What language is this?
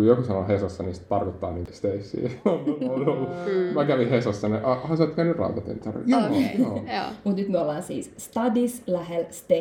Finnish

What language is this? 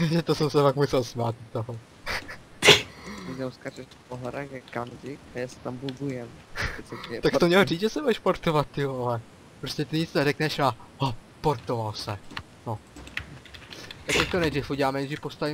Czech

